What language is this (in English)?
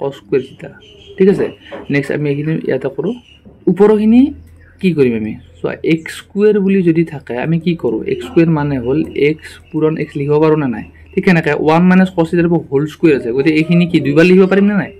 Assamese